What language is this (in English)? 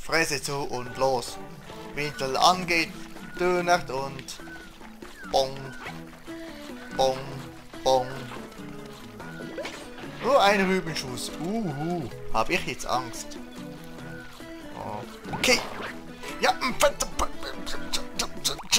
German